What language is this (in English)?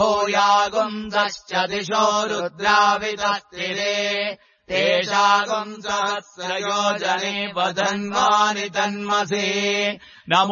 Sanskrit